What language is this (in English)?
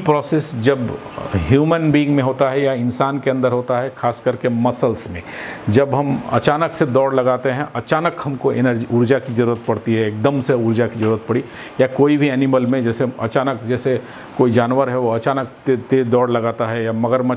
Hindi